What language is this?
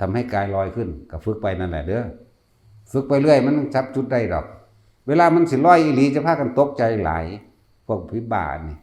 Northeastern Thai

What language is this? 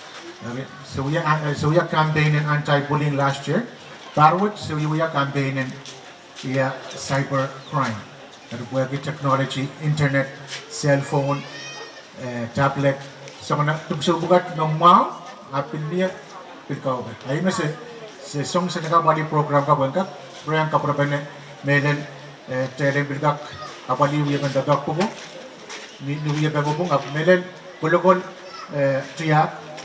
Pohnpeian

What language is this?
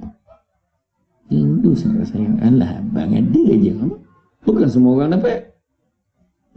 Malay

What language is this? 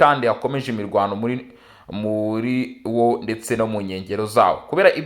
Kinyarwanda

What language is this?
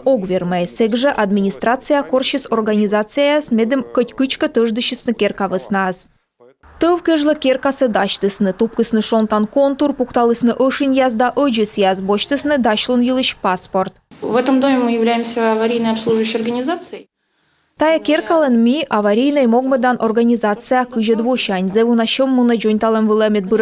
Komi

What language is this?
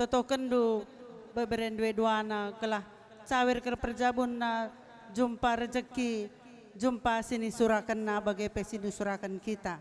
Batak Karo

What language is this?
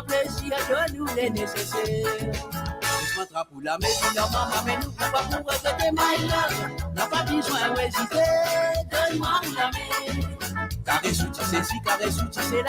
Morisyen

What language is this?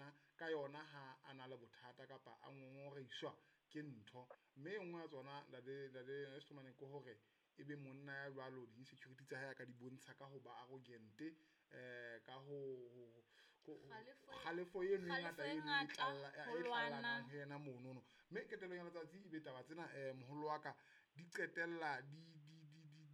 Southern Sotho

